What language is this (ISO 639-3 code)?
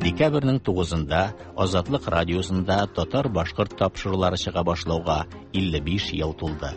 tat